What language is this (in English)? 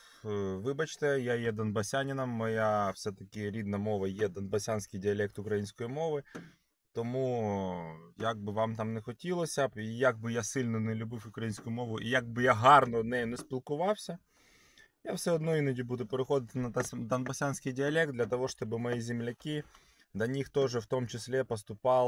Ukrainian